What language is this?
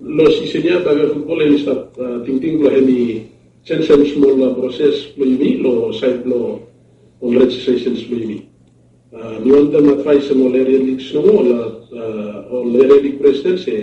Bislama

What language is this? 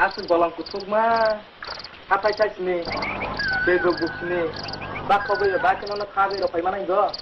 Kok Borok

